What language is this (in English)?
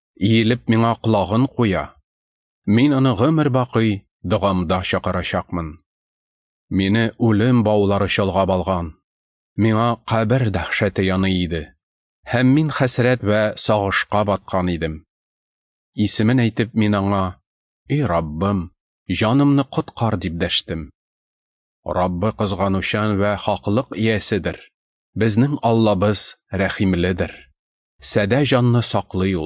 Tatar